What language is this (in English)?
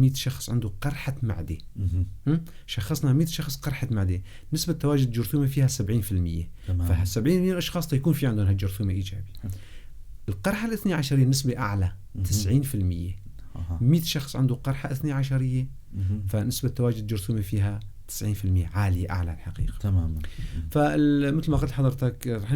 North Levantine Arabic